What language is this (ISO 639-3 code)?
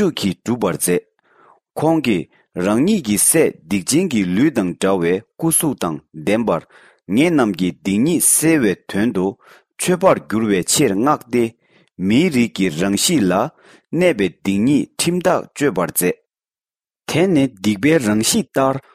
bod